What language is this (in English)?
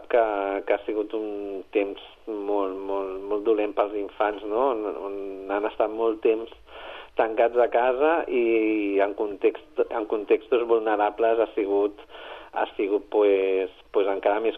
Catalan